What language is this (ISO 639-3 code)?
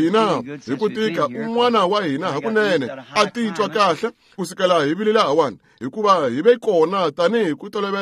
tso